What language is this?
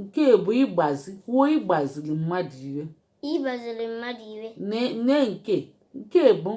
Igbo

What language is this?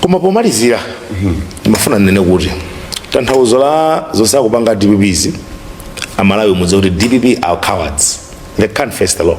Nyanja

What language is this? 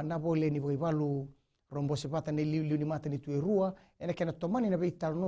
Fijian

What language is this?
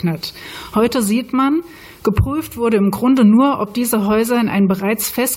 German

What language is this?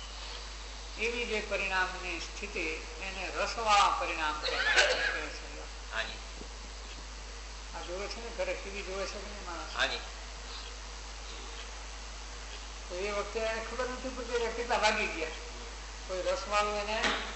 Gujarati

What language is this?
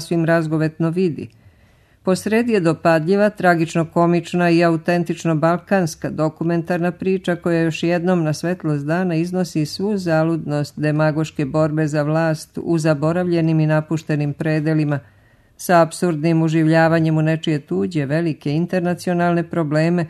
Serbian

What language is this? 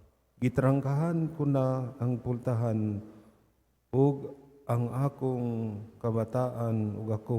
Cebuano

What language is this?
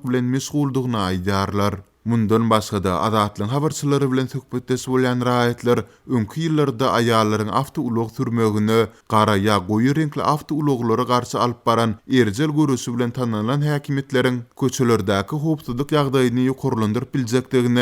Turkmen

